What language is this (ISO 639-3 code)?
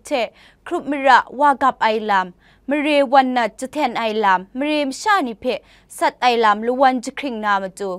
kac